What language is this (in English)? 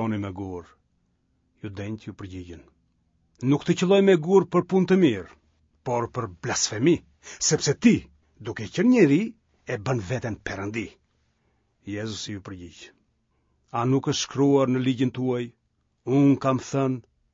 Albanian